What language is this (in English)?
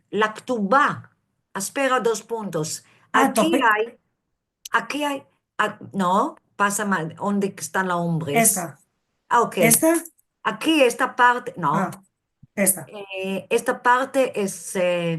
Ladino